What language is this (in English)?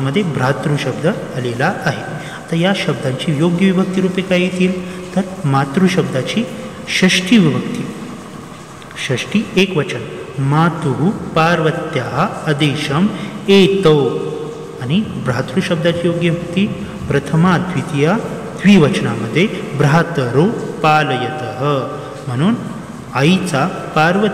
Marathi